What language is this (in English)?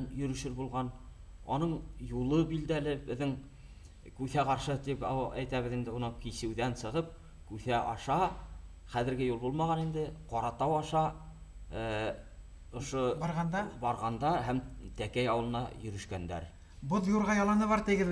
Bashkir